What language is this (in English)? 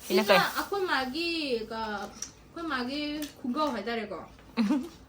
Manipuri